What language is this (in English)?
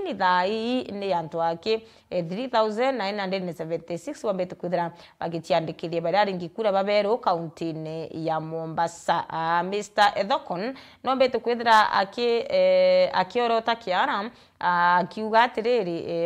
Meru